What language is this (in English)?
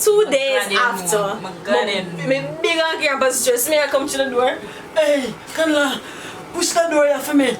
Jamaican Creole English